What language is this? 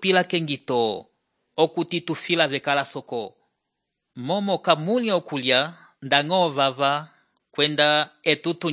Umbundu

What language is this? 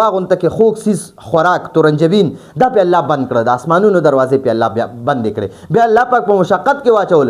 Pashto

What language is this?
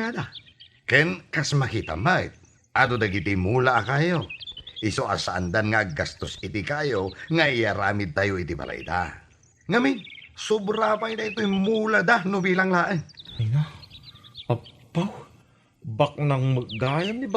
Iloko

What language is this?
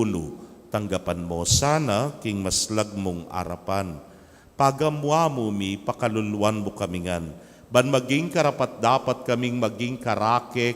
Pampanga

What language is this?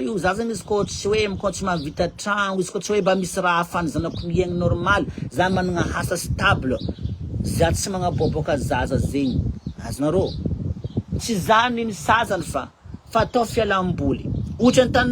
Malagasy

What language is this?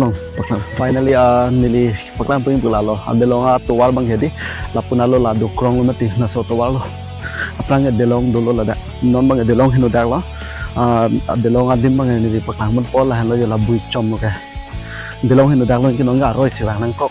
Karbi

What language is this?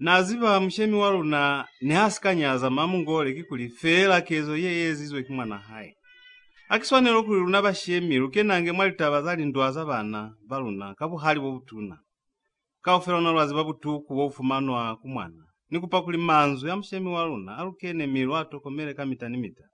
Lozi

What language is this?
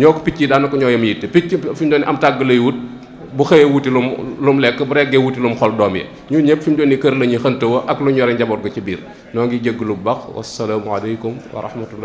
Wolof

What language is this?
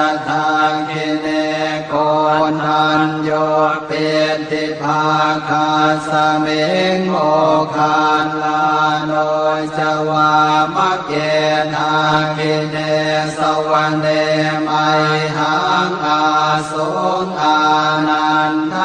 Pali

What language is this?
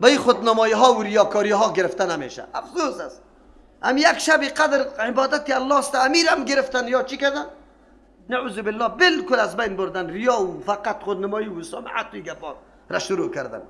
Persian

